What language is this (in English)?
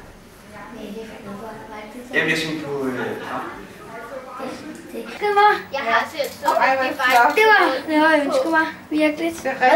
Danish